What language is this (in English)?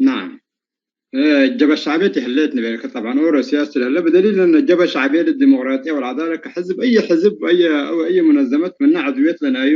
Tigre